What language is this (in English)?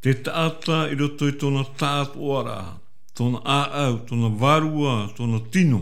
Tahitian